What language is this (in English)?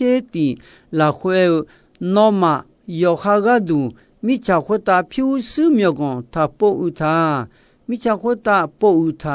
Akha